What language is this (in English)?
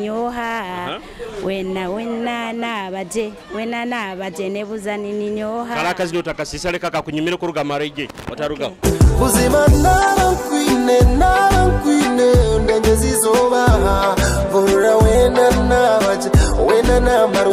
Nyoro